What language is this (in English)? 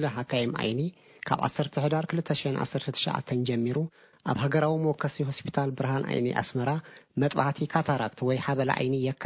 Tigrinya